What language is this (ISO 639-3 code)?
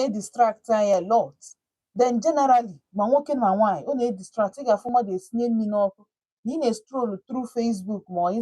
ibo